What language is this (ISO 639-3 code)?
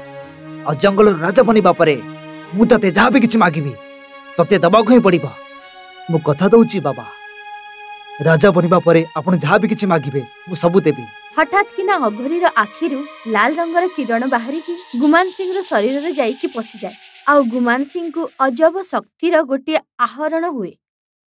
ori